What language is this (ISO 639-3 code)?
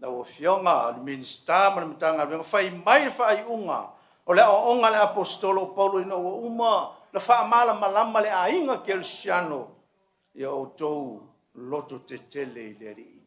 smo